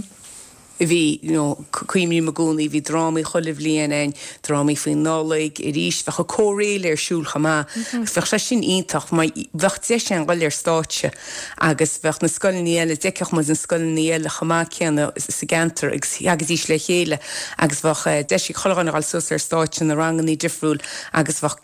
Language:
Irish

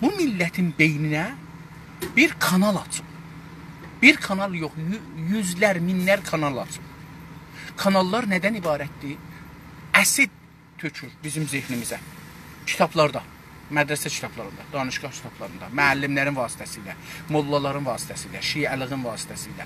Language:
South Azerbaijani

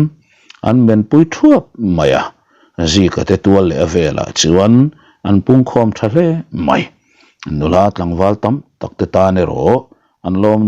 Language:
Mizo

